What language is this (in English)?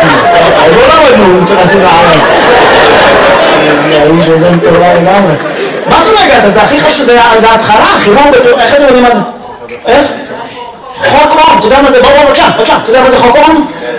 Hebrew